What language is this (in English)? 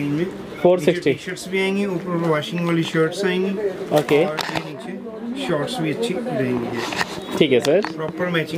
Hindi